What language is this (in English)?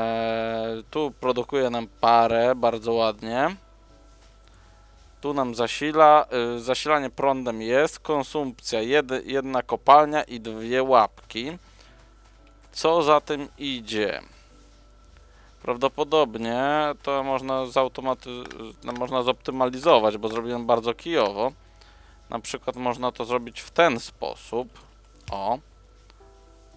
Polish